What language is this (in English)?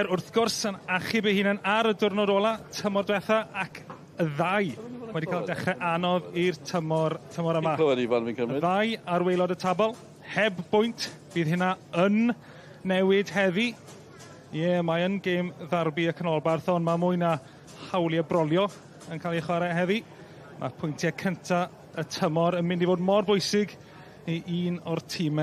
Welsh